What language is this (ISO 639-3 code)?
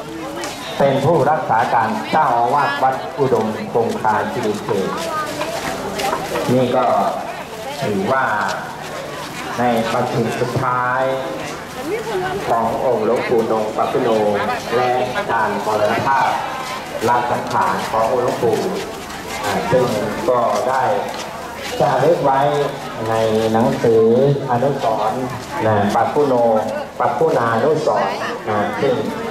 tha